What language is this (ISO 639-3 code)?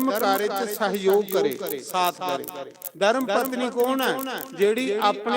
doi